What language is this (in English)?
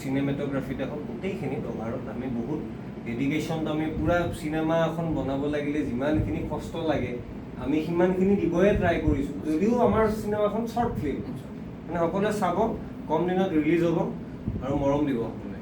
Assamese